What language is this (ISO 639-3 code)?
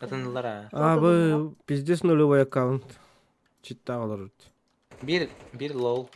sah